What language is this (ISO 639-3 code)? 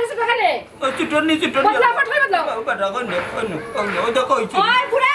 syl